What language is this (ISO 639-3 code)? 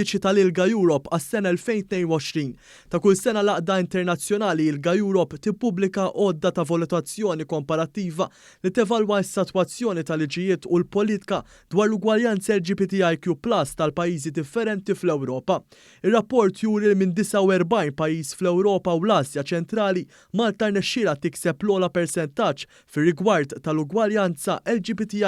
mlt